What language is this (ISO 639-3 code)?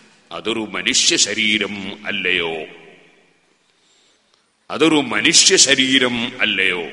mal